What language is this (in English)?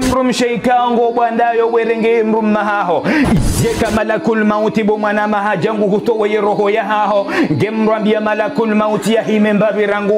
Ngazidja Comorian